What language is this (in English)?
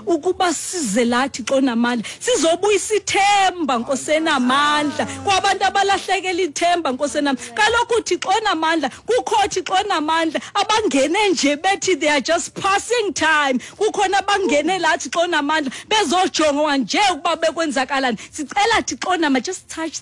Xhosa